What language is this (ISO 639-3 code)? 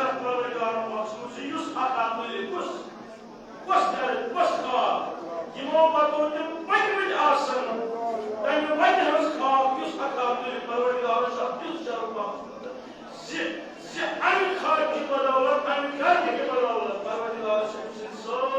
kas